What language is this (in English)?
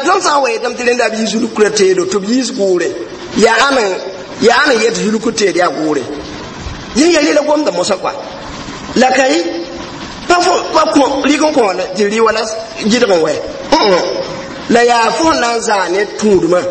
Mossi